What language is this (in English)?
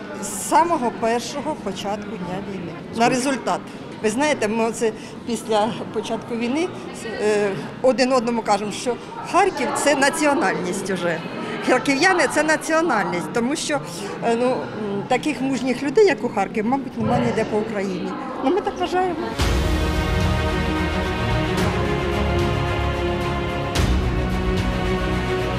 Ukrainian